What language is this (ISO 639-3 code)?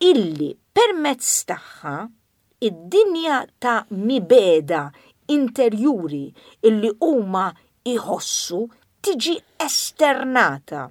mlt